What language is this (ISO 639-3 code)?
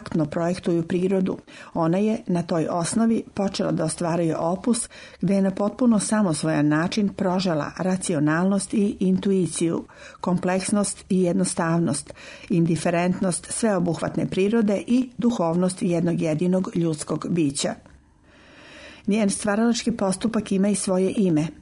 srp